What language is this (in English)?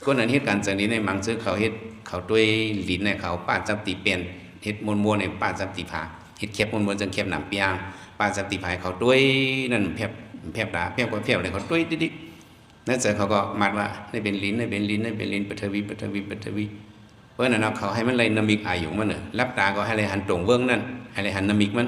Shan